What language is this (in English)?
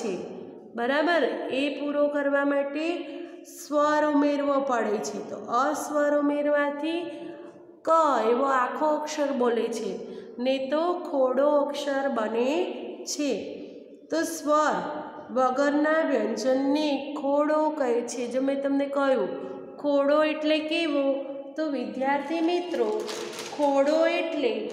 Gujarati